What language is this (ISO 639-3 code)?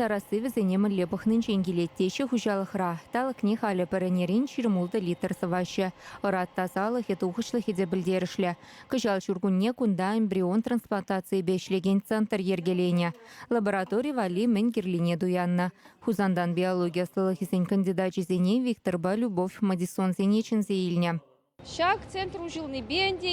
chv